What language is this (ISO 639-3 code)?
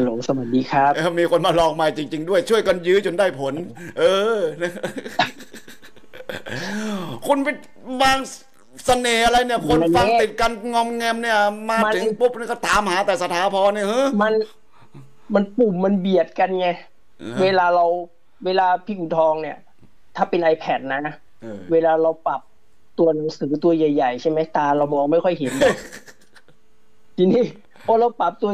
tha